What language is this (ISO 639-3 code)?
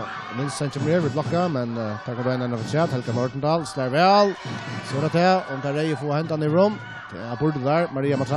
fao